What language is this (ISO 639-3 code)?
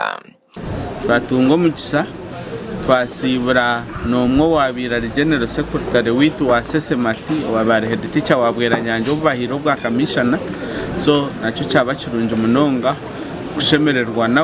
nyn